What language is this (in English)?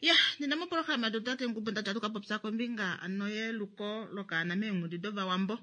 Kuanyama